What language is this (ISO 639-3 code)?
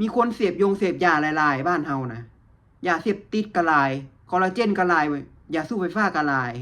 lao